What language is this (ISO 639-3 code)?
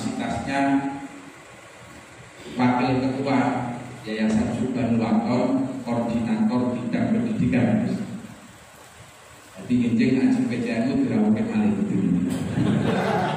ind